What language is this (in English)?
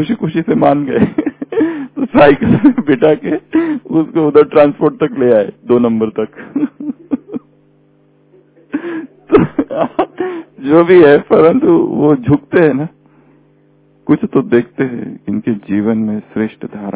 Hindi